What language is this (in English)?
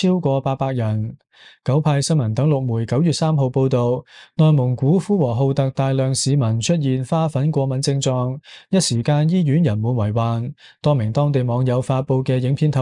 Cantonese